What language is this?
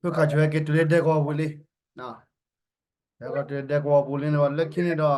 S'gaw Karen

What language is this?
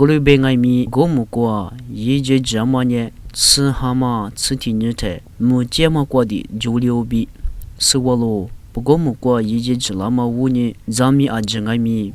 Lisu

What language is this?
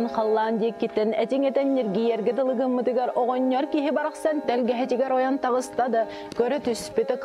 Yakut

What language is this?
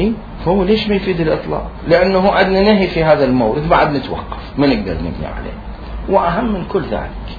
Mesopotamian Arabic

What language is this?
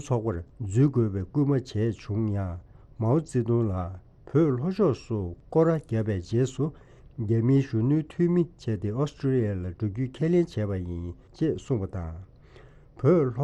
Tibetan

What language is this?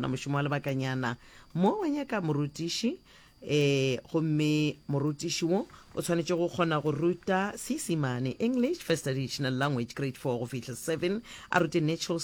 Northern Sotho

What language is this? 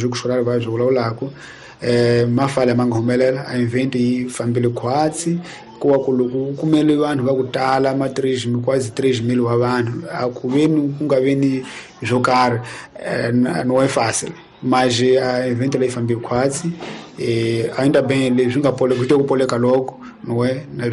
Tsonga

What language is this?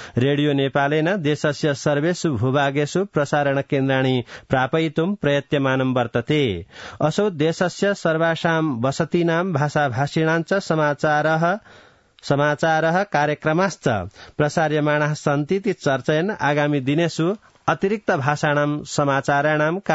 Sanskrit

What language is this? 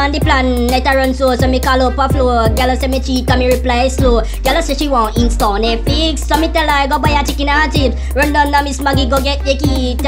Jamaican Creole English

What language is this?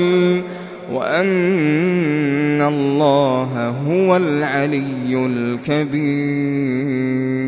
Arabic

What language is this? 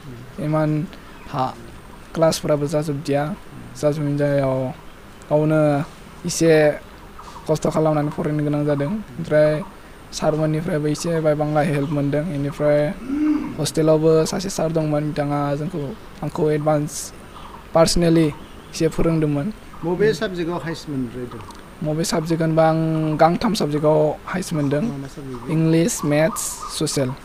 Bodo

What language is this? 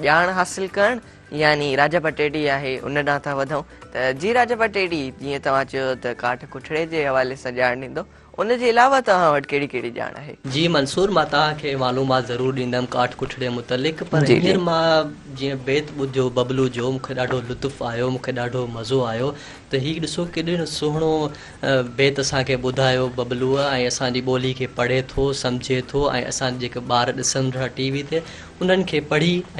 Sindhi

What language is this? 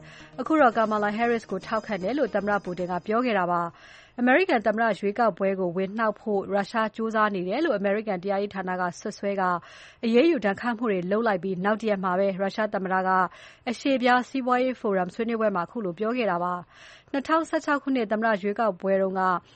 Burmese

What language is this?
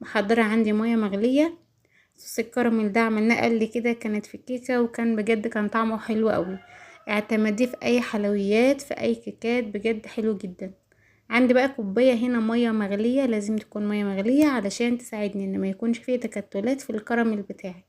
Egyptian Arabic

